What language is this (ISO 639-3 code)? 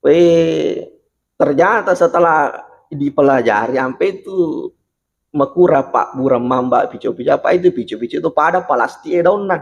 bug